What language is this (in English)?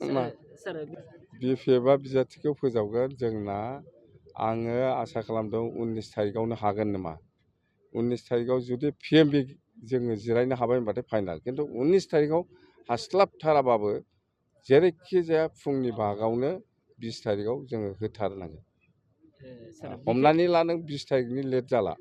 Bodo